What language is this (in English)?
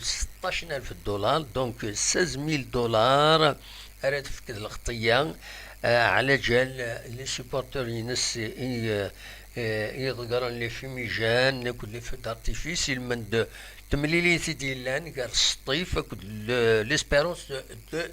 Kabyle